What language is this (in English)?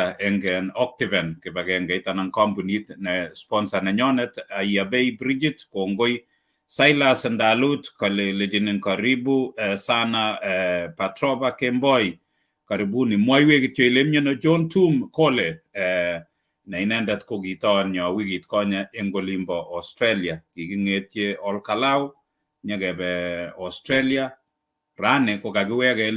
Kalenjin